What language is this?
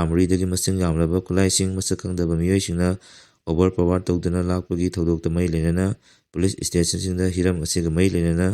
Manipuri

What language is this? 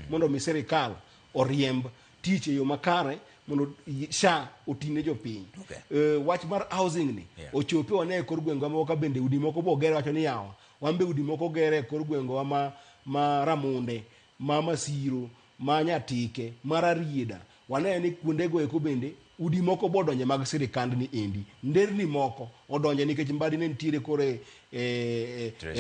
Luo (Kenya and Tanzania)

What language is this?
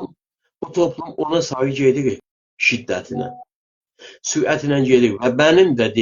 South Azerbaijani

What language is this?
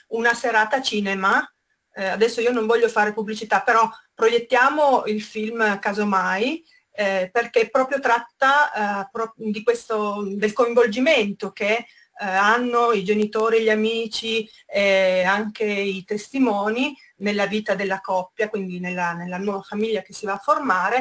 Italian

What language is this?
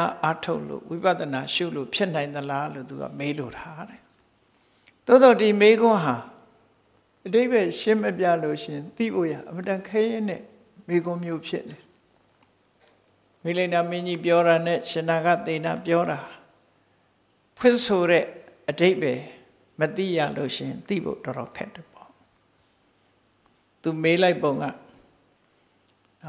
Burmese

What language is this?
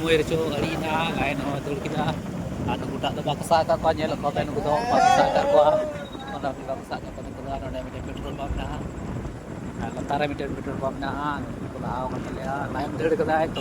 Santali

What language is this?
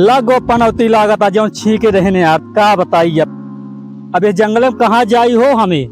Awadhi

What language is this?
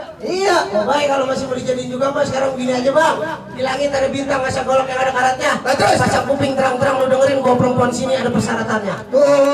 Betawi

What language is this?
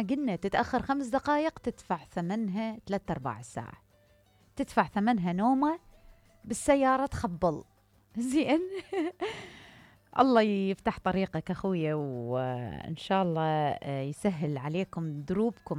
Mesopotamian Arabic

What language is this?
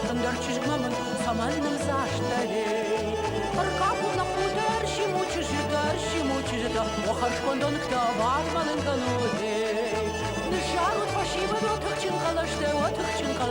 Ossetic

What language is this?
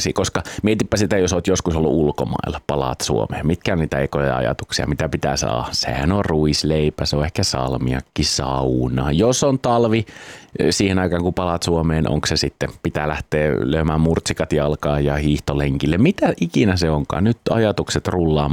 Finnish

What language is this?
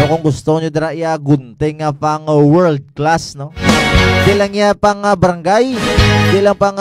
Hiligaynon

